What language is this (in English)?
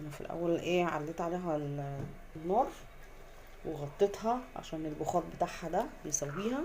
Egyptian Arabic